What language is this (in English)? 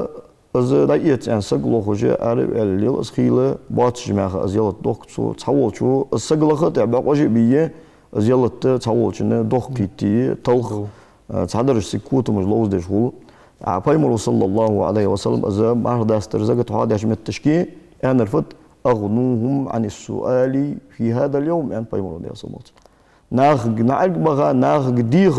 Ingush